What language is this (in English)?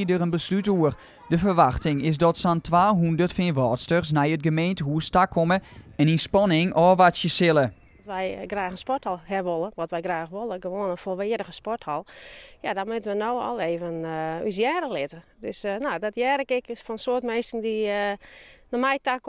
Western Frisian